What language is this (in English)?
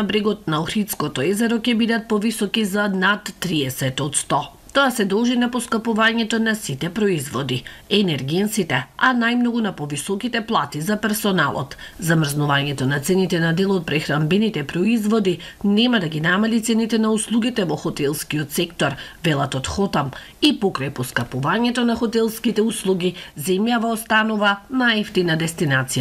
Macedonian